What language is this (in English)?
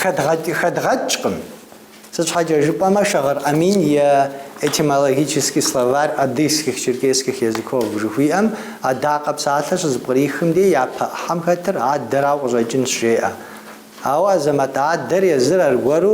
Kabardian